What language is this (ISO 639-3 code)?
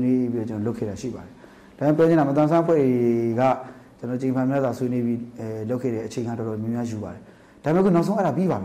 mya